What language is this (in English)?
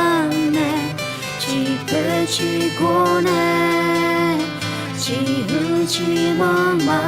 Akha